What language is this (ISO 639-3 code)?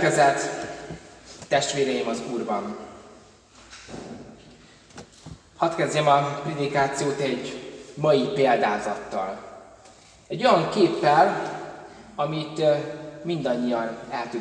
hun